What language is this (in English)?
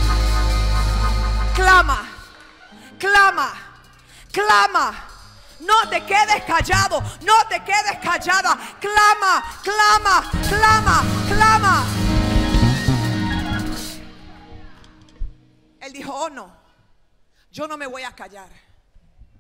Spanish